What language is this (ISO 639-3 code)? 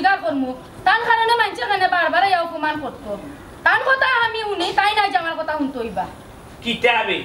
syl